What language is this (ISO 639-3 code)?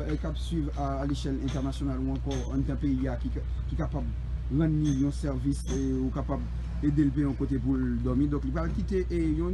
hat